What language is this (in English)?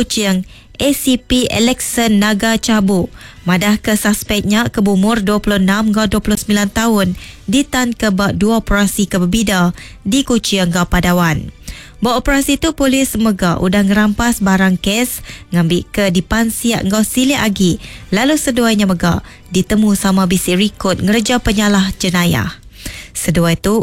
Iban